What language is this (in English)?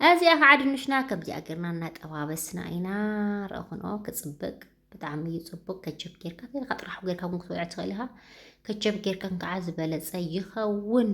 Tigrinya